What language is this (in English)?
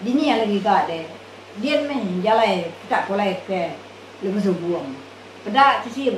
Iban